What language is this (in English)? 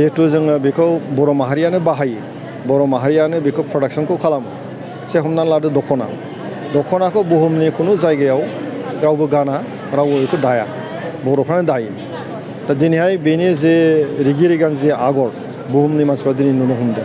Bodo